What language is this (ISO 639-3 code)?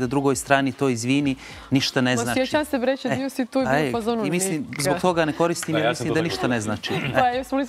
bos